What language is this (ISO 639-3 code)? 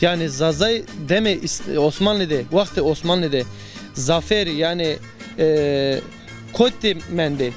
zza